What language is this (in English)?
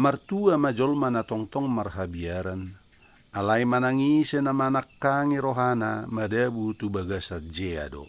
Batak Toba